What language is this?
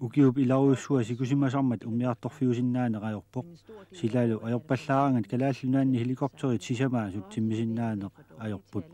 Kalaallisut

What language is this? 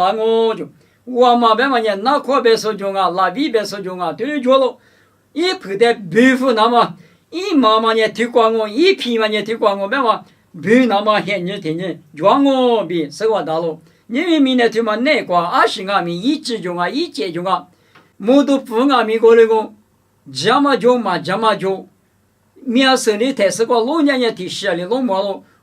Lisu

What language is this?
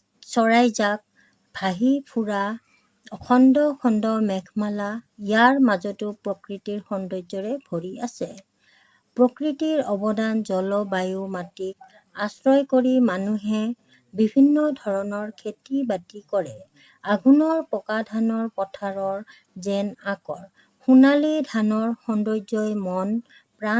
Assamese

